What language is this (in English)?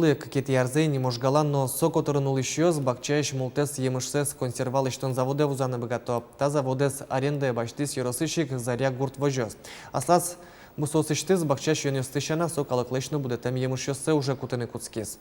Udmurt